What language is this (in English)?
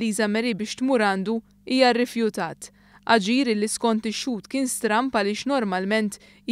Maltese